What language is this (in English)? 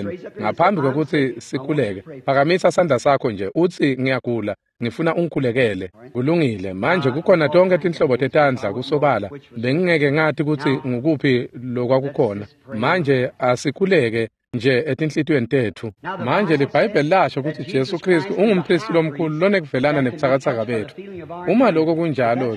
Swati